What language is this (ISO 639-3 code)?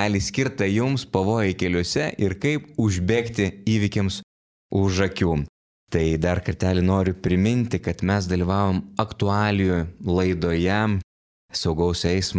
lit